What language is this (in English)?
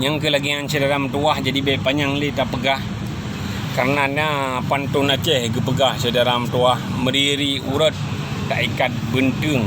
Achinese